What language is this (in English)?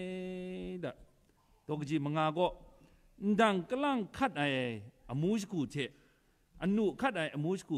Kachin